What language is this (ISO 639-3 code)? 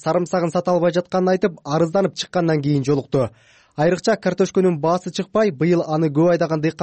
kir